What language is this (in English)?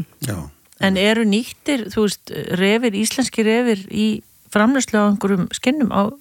Icelandic